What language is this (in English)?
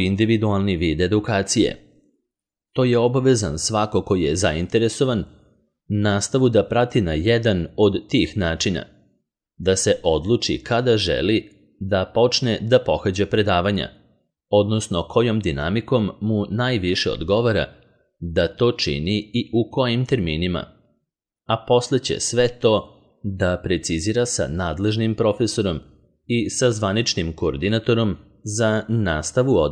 Serbian